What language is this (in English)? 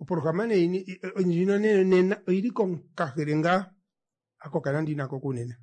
Kuanyama